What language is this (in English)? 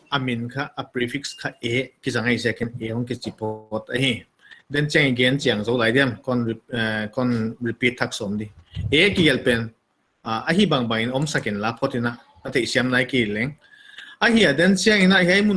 Paite Chin